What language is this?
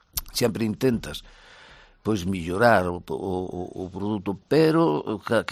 Galician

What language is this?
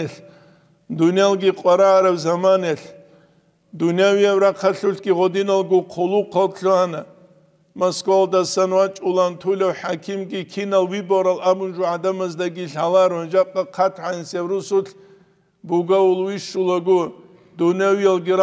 Avaric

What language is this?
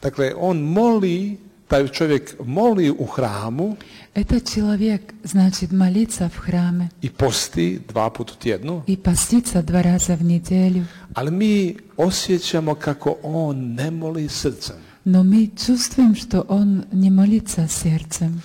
Serbian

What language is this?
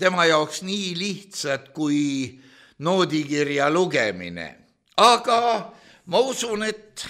Estonian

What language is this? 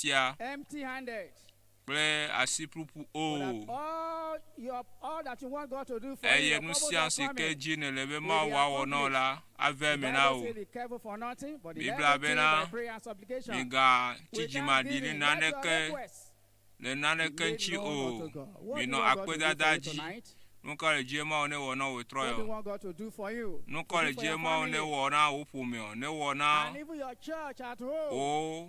Ewe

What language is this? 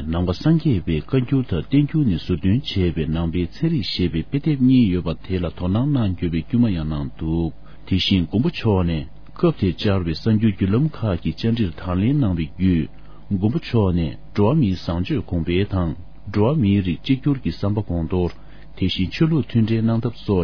Tibetan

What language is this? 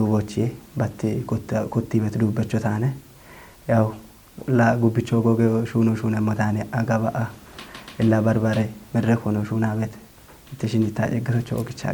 Kafa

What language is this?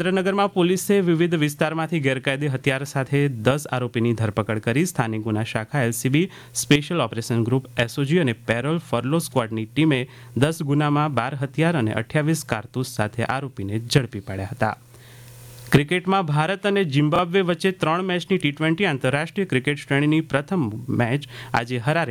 Gujarati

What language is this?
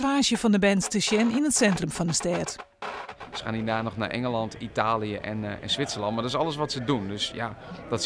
Western Frisian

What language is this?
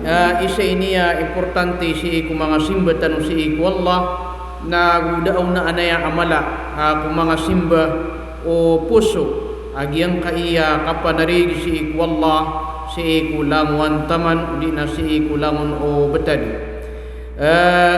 Maranao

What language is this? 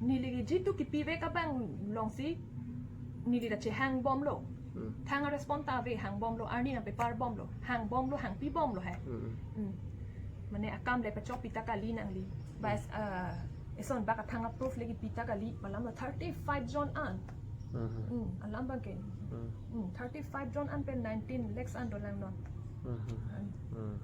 Karbi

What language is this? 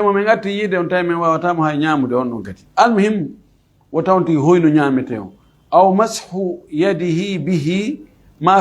Fula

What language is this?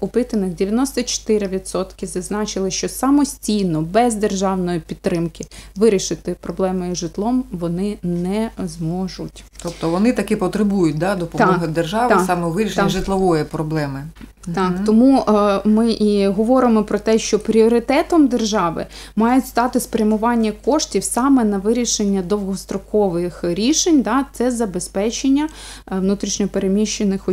Ukrainian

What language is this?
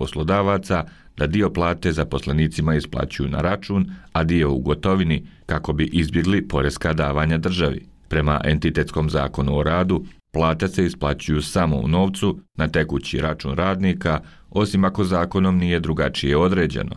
Bosnian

